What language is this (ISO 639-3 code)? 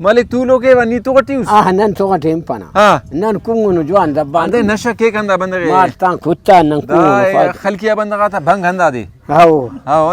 brh